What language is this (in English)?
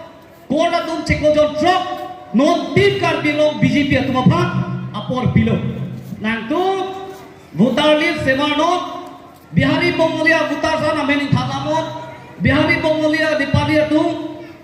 Karbi